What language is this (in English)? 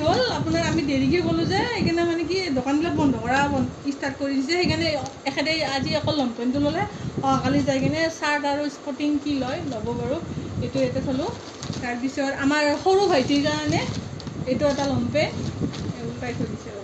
Assamese